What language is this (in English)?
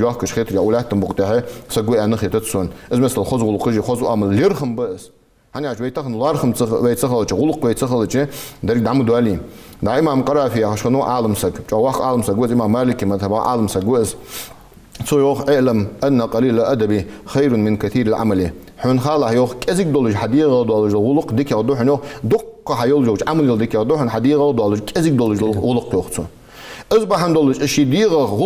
Ingush